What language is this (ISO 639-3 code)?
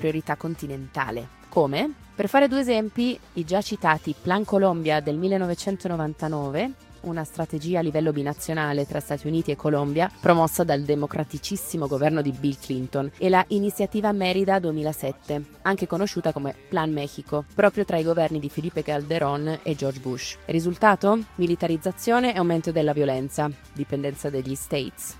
ita